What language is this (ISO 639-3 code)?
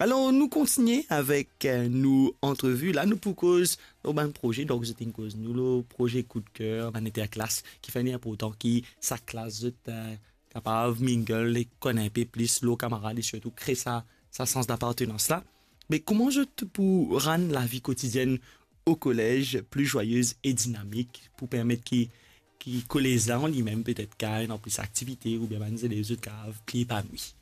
mfe